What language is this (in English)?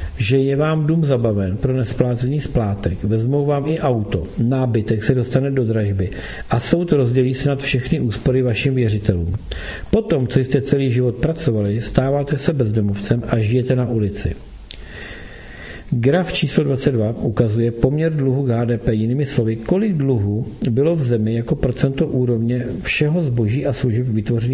Czech